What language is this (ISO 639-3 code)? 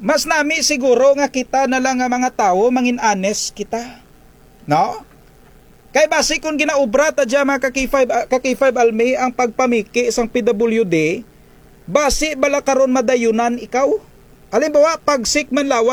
krj